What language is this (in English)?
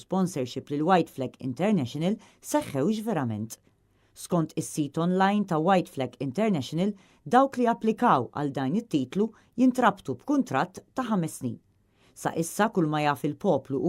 Maltese